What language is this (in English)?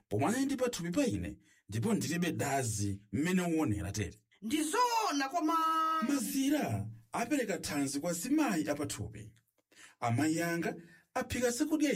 Nyanja